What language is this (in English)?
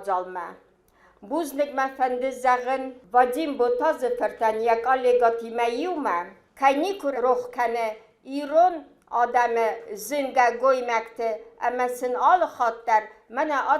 Ossetic